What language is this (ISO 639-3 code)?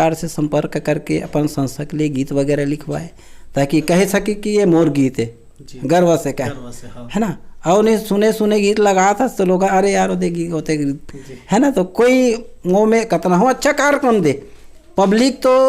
hne